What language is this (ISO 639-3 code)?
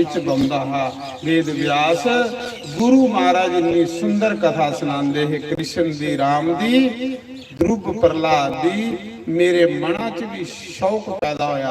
doi